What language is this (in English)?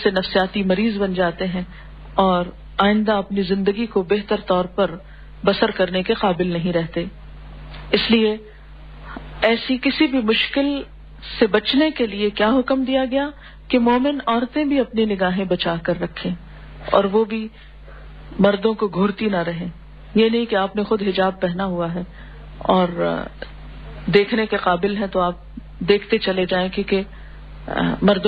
Urdu